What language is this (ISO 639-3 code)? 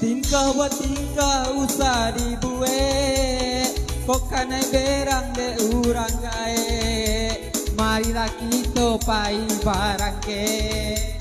min